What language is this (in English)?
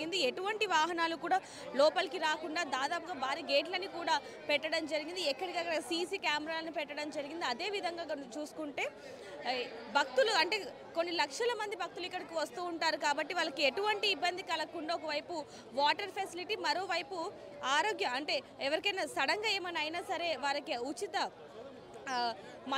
Telugu